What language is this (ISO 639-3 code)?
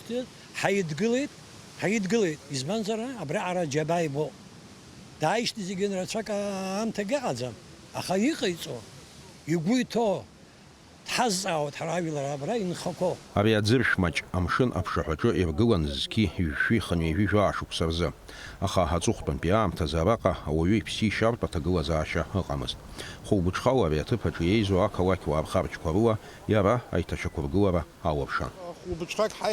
abk